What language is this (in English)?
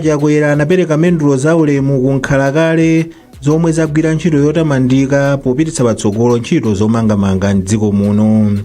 Nyanja